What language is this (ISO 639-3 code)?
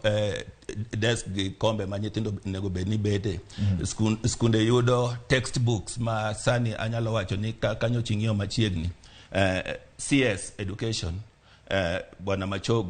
luo